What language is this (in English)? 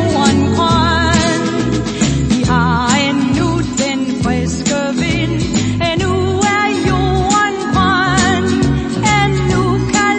Danish